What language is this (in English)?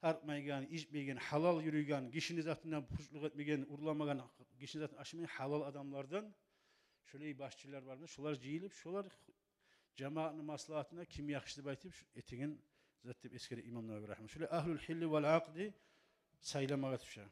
Kumyk